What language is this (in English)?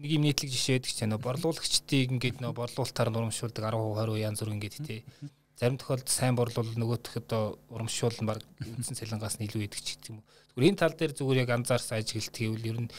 Mongolian